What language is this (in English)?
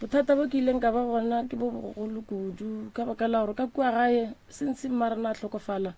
Northern Sotho